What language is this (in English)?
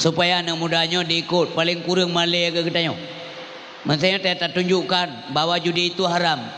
Achinese